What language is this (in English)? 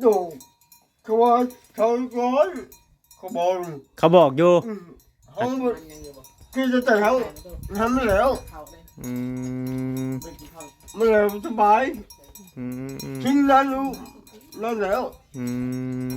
Northeastern Thai